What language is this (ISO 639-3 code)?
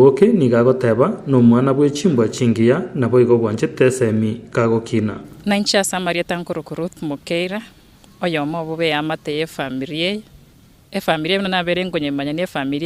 guz